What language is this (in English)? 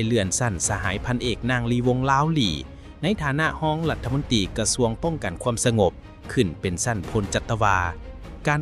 Lao